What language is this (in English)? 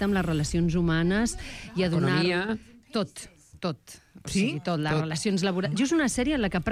Catalan